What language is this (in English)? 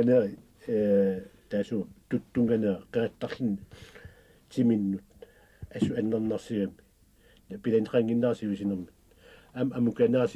Kalaallisut